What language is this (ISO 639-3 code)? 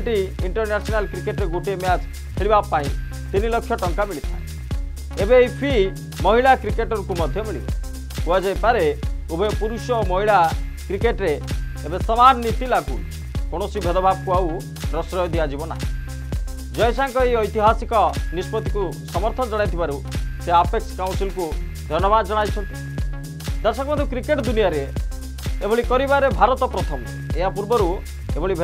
ori